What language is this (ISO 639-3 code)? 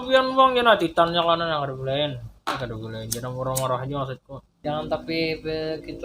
bjn